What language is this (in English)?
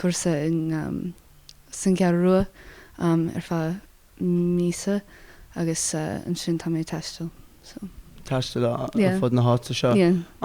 Irish